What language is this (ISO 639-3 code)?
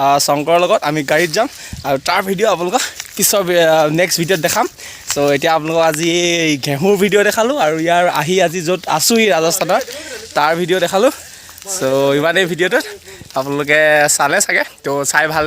asm